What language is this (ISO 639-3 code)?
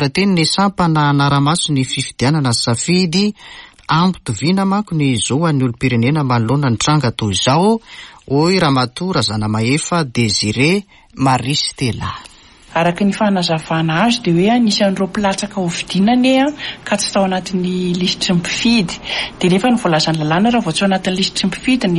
mlg